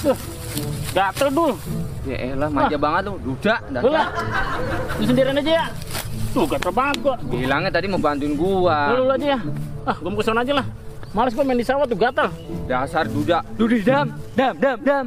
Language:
Betawi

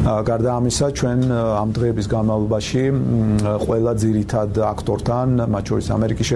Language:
Georgian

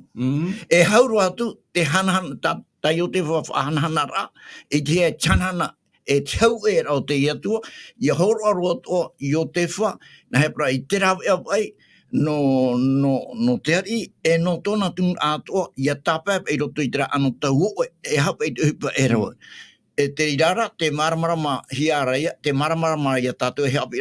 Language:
Tahitian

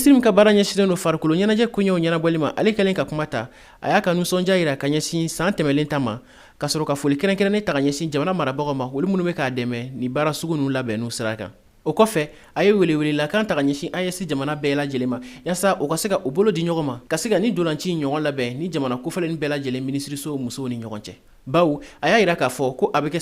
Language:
Bambara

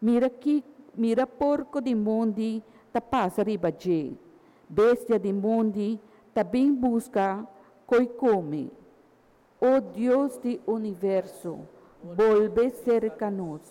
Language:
Papiamento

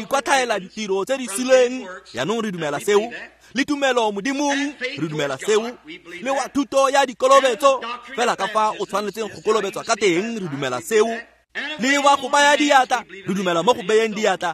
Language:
Tswana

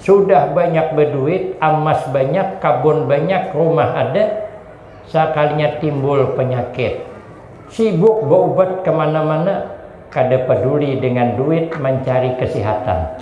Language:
Banjar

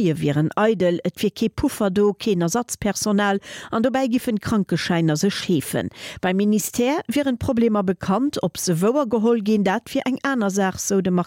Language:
Luxembourgish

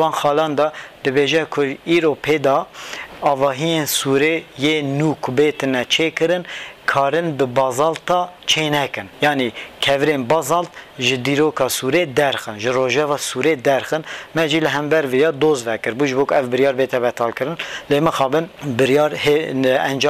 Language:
Kurdish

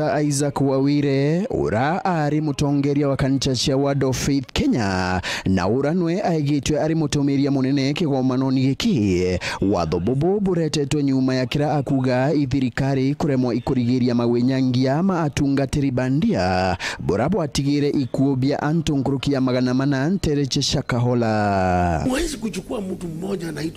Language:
Meru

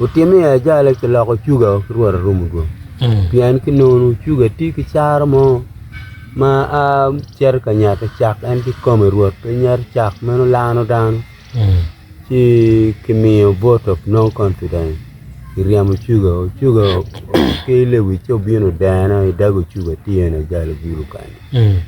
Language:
Acoli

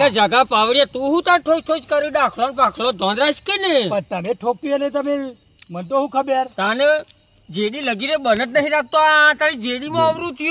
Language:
Gujarati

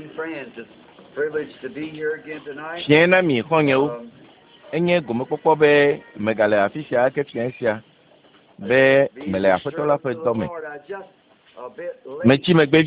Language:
Ewe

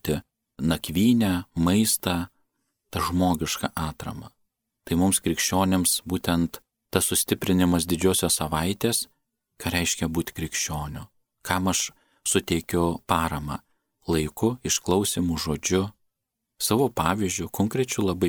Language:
Lithuanian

